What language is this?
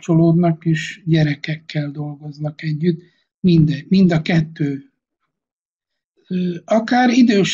Hungarian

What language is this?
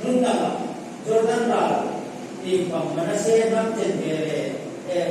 Hmar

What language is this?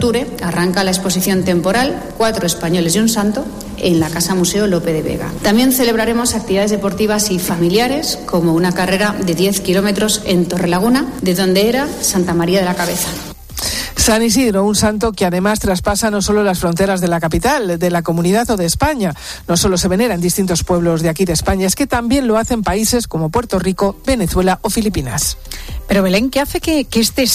Spanish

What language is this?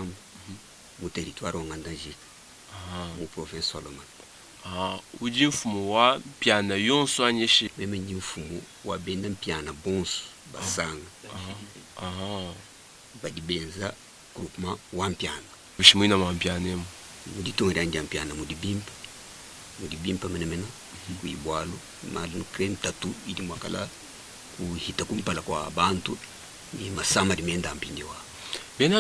Luba-Lulua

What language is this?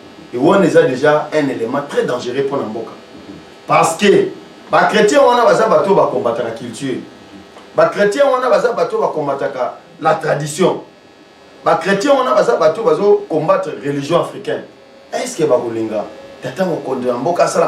Lingala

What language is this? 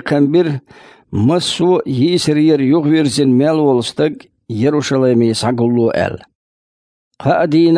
Chechen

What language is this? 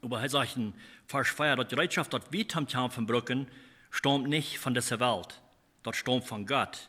Plautdietsch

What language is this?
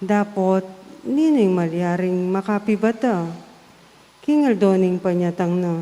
Pampanga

